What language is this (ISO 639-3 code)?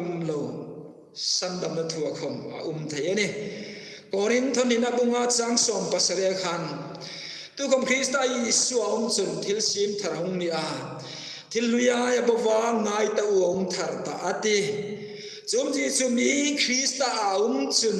hmr